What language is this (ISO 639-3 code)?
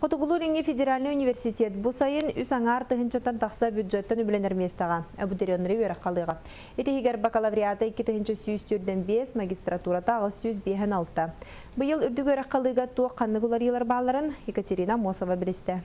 sah